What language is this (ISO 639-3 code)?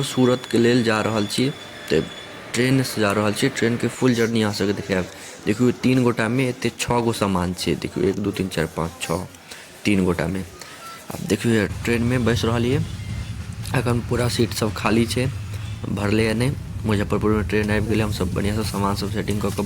mai